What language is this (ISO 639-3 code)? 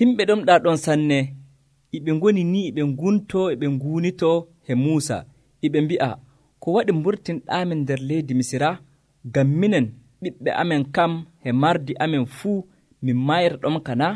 fuv